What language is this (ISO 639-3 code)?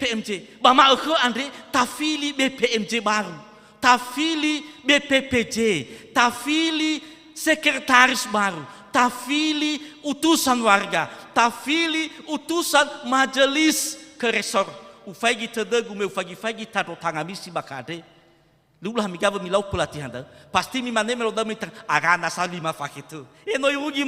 nia